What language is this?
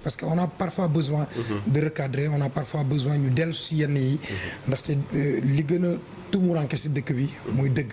Wolof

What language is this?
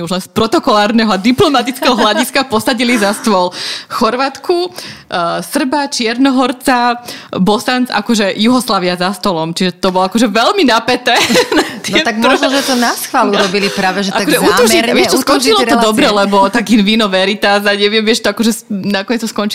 Slovak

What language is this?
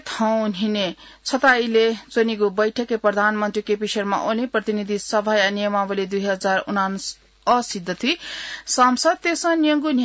Newari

